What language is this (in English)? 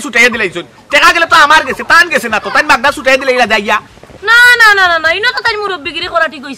Sylheti